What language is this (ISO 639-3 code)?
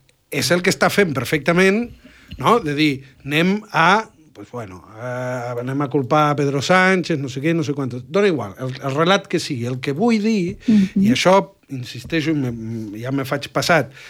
cat